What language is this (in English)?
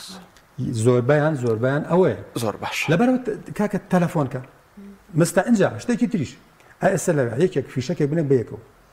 Central Kurdish